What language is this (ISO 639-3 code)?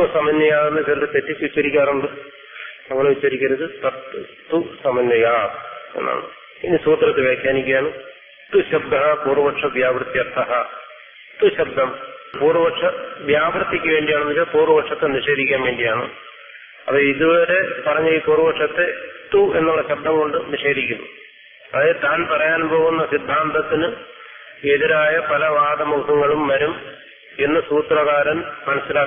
mal